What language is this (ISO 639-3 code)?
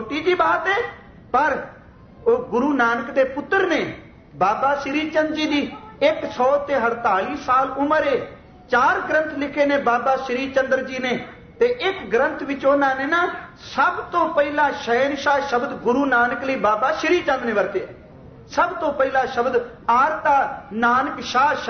pan